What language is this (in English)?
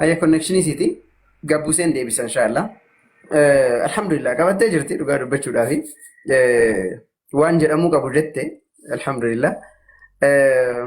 Oromo